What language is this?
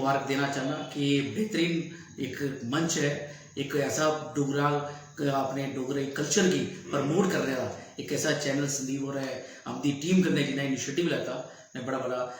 Dogri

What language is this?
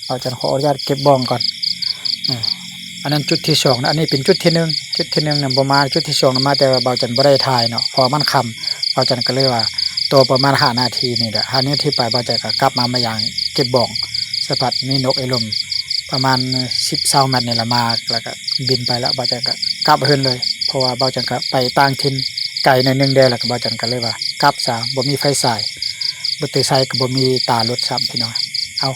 Lao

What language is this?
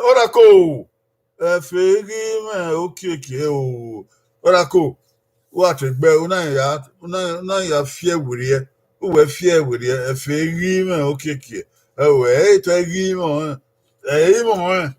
Bini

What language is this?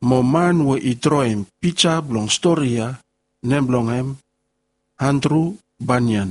Bislama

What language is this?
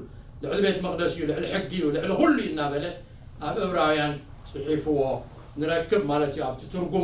Tigrinya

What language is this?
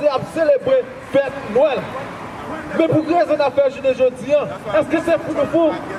Haitian Creole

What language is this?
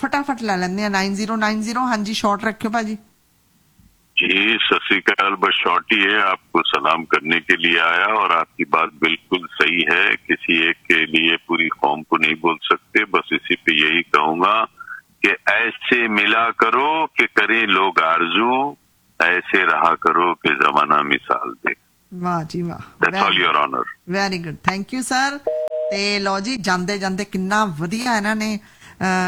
Punjabi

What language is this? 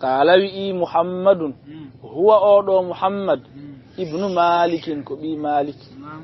Fula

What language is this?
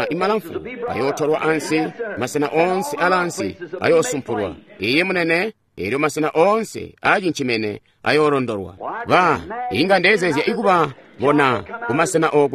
Tonga (Zambia)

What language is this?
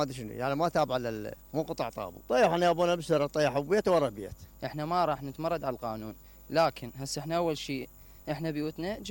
Mesopotamian Arabic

